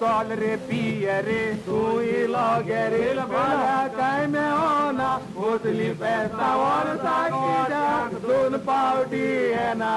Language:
Konkani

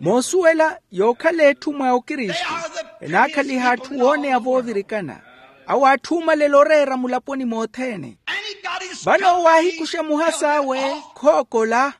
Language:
Makhuwa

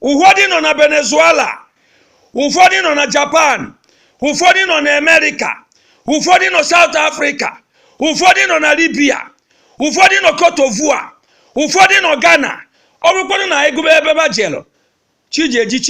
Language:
Igbo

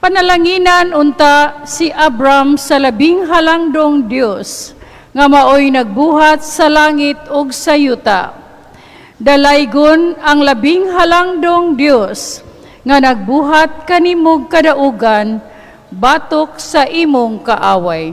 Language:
Cebuano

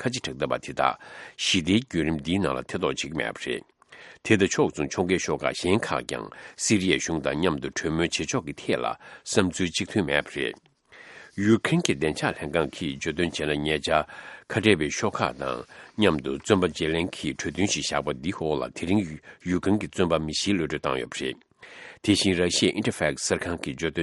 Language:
Tibetan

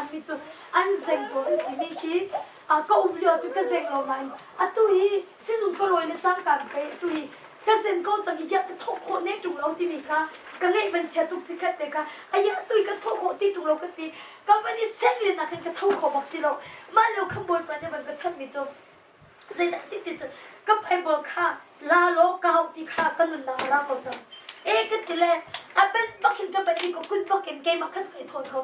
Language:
Hakha Chin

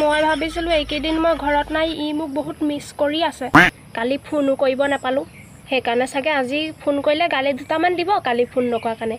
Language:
Assamese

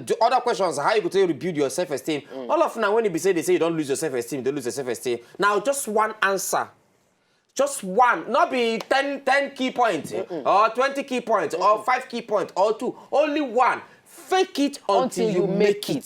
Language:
Nigerian Pidgin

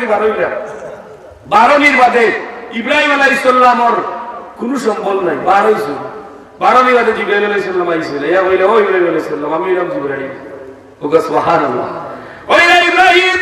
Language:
Sylheti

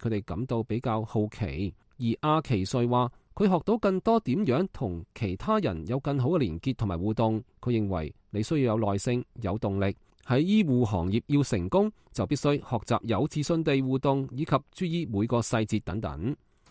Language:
Cantonese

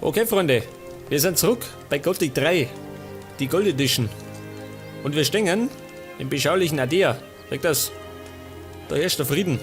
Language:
Bavarian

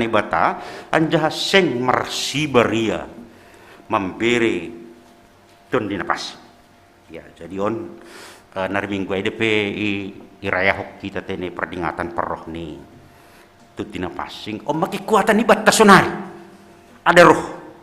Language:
Batak Simalungun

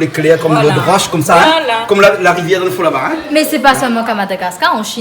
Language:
Réunion Creole French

